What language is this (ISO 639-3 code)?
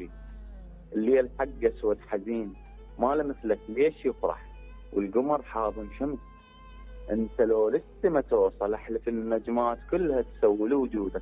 acm